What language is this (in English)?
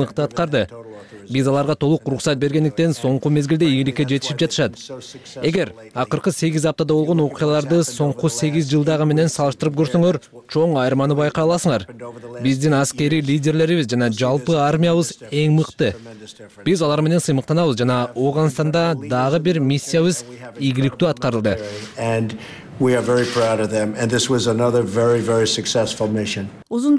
Kyrgyz